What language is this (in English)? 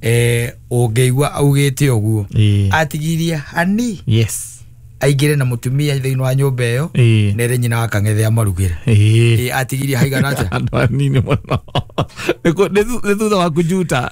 Kikuyu